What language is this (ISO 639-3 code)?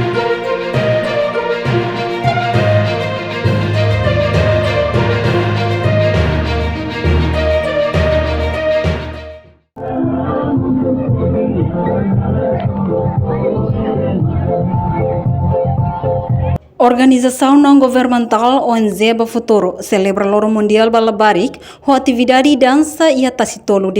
tet